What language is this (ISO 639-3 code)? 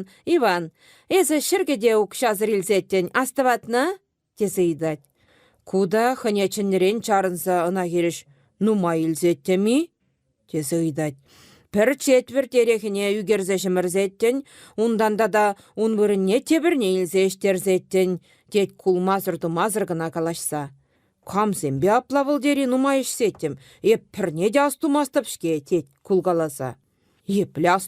chv